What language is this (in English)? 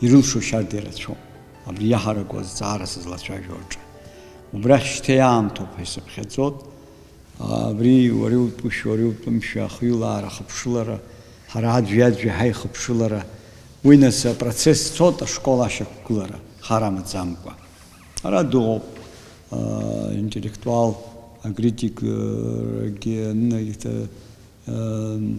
Abkhazian